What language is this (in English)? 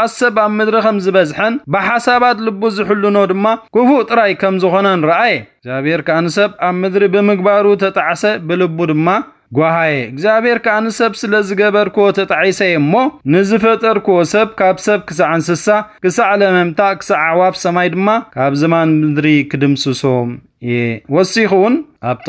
Tigrinya